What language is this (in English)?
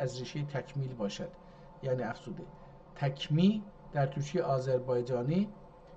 South Azerbaijani